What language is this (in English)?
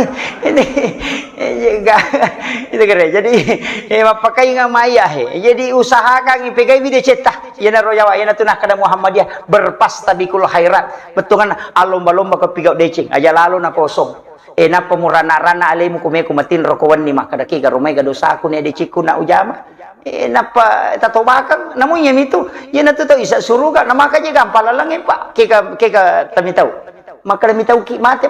Buginese